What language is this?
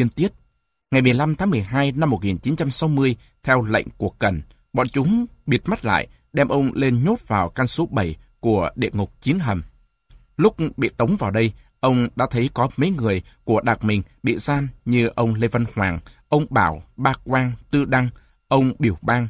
Vietnamese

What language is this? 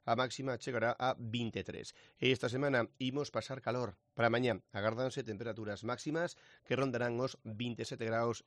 Galician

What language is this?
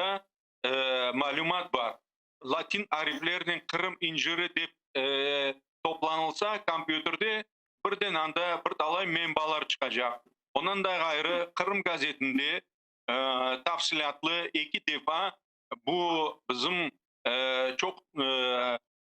Crimean Tatar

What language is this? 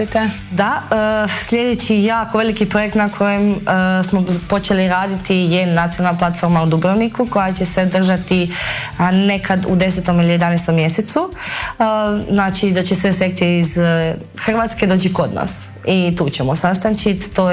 Croatian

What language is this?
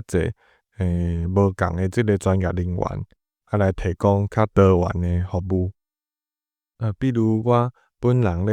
Min Nan Chinese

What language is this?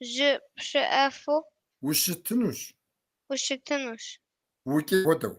Kabardian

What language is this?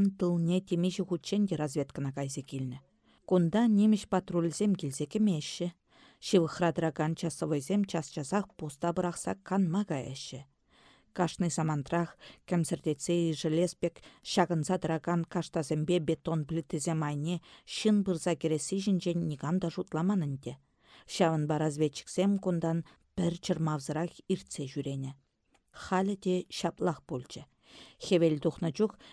Chuvash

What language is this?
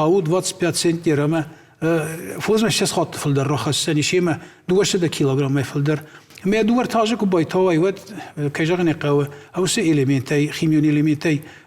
Ossetic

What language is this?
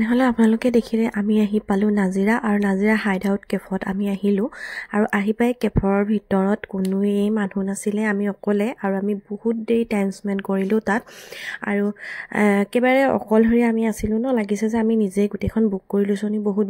Assamese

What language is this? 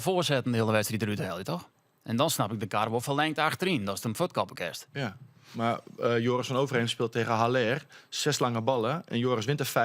Western Frisian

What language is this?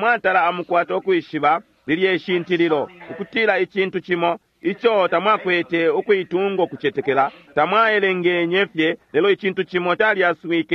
Bemba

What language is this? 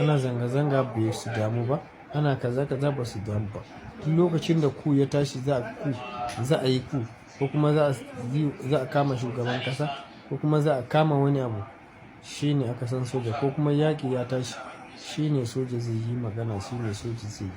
Hausa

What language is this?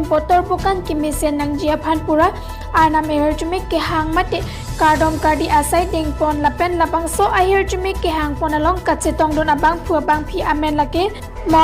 Karbi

